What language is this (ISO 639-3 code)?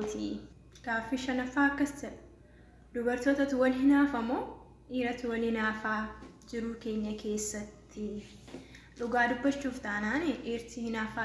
orm